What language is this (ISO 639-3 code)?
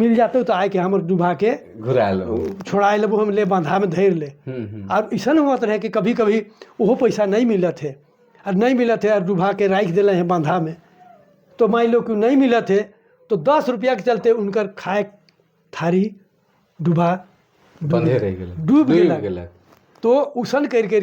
sck